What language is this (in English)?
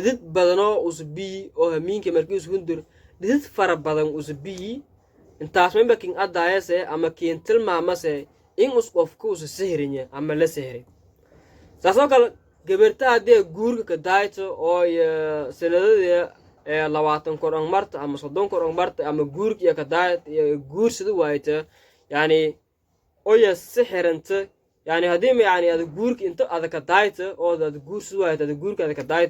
Somali